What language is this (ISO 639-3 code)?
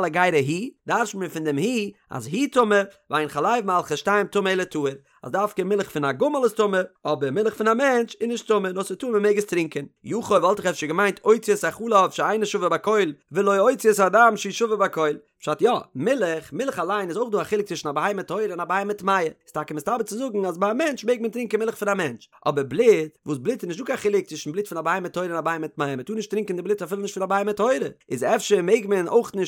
yid